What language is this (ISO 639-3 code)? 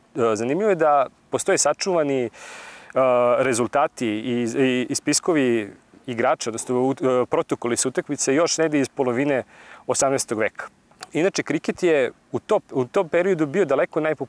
srp